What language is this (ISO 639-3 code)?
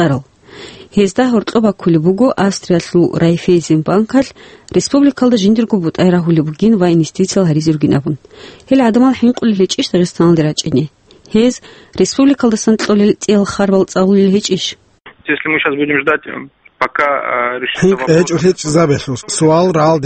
ava